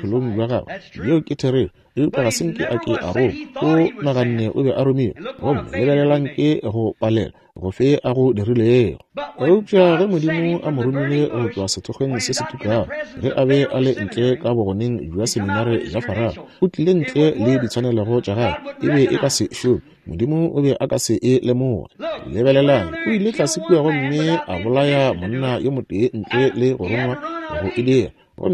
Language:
Northern Sotho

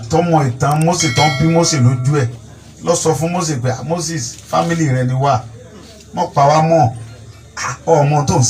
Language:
Yoruba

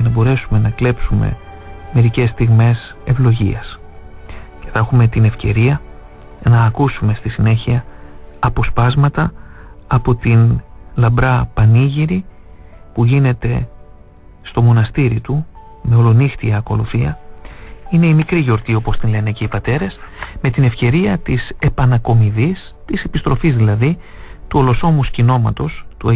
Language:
Greek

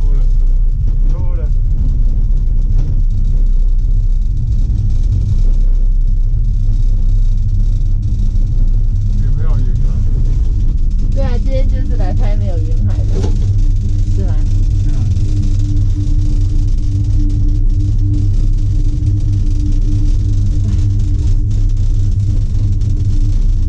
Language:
Chinese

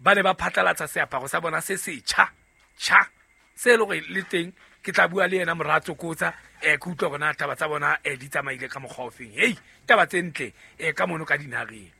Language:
Southern Sotho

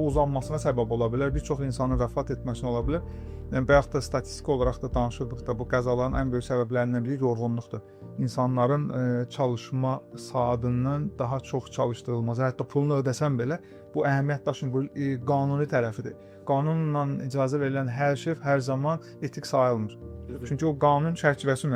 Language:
Azerbaijani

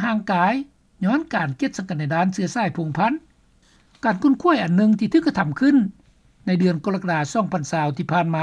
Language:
Lao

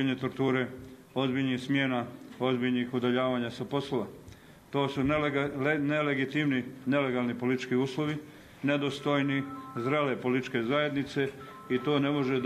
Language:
Bosnian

